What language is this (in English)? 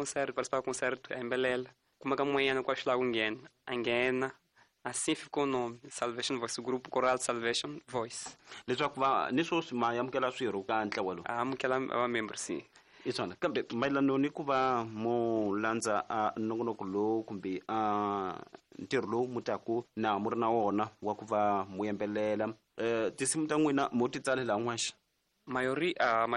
Tsonga